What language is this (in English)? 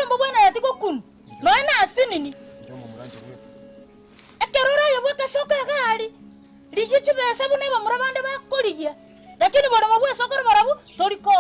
Gusii